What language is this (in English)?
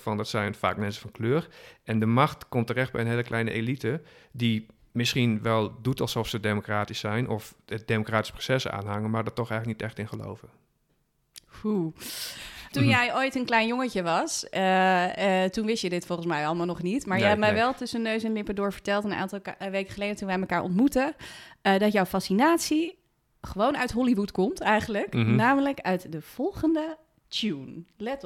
Dutch